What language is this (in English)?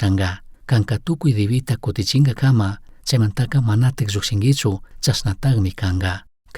Chimborazo Highland Quichua